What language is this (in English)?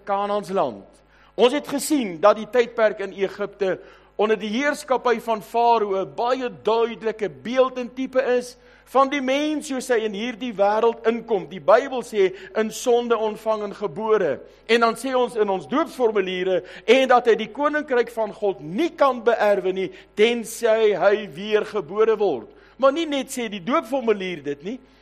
Afrikaans